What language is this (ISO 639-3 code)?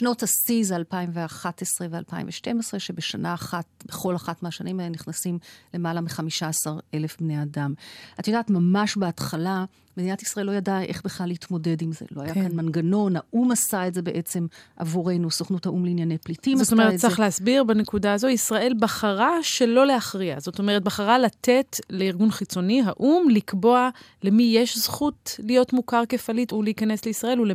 heb